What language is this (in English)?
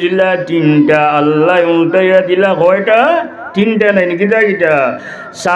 Sylheti